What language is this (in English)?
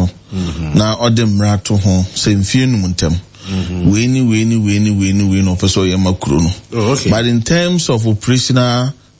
Akan